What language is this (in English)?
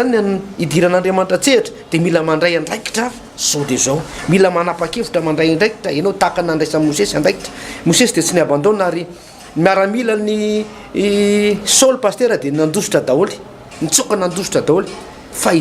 Malagasy